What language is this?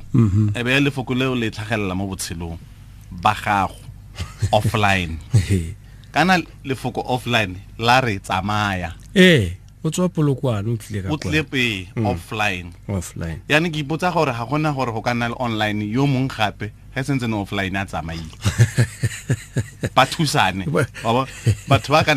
Tswana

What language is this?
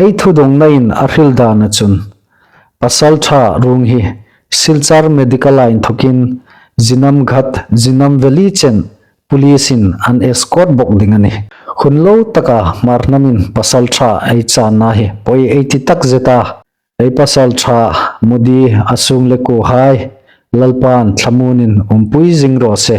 Hmar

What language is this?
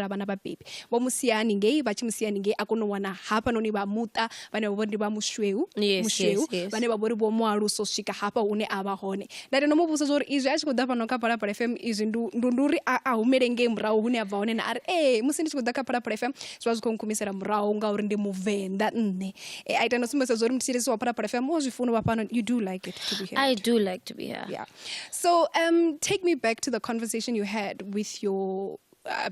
Venda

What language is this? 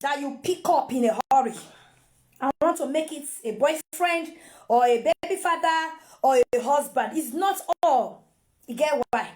Nigerian Pidgin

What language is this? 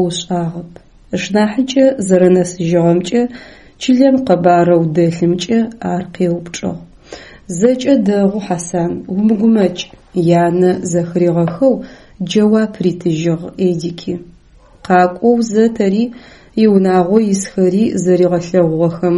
Adyghe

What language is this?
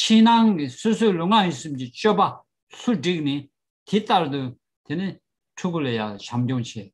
Tibetan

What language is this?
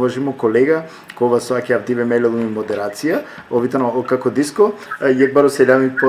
Balkan Romani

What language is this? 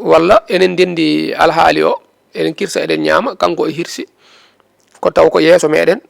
Fula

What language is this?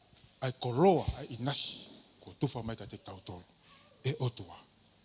Tongan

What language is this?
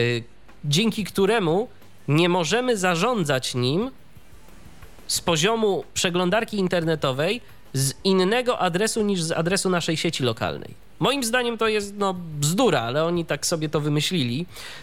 Polish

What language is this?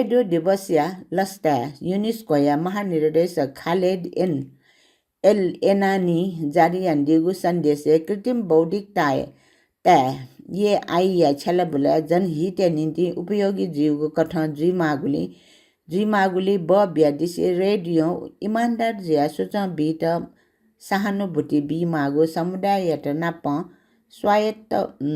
Newari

